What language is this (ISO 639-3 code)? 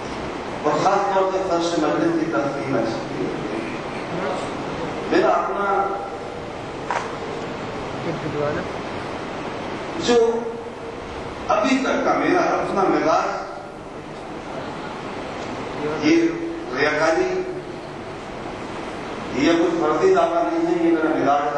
urd